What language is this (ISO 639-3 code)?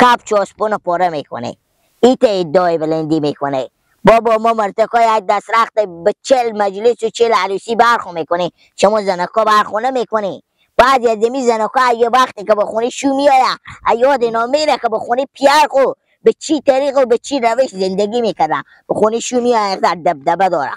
fas